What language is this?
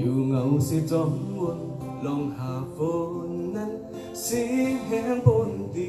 Shan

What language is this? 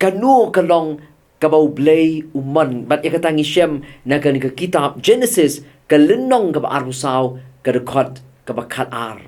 Khasi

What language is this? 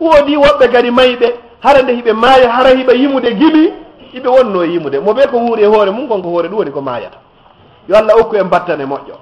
Fula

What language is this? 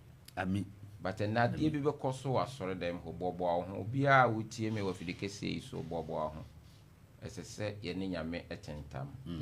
Akan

